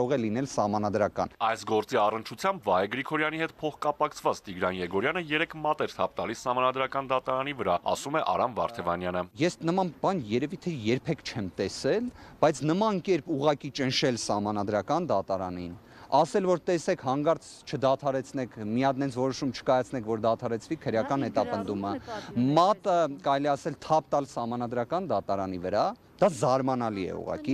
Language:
Armenian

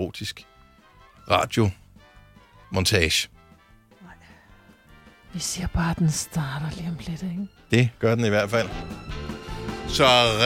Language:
Danish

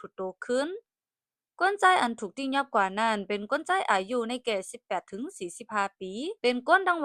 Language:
Shan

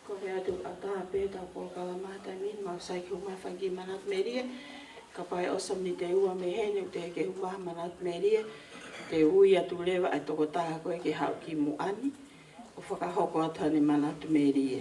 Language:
Tongan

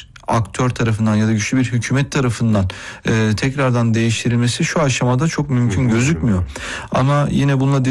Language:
Turkish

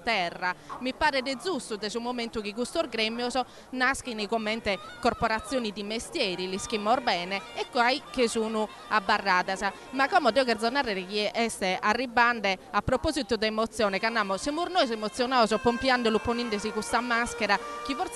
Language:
Sardinian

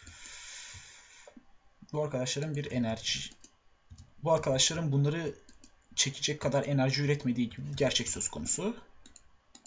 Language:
Turkish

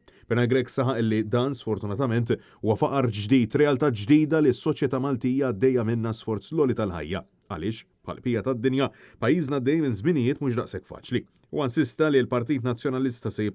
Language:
Maltese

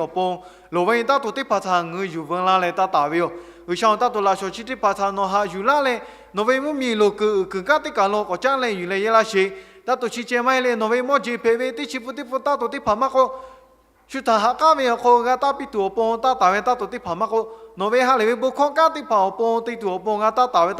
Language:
Lahu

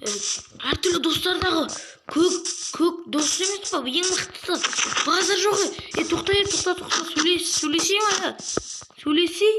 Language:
Kazakh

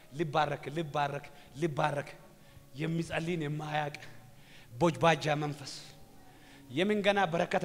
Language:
Amharic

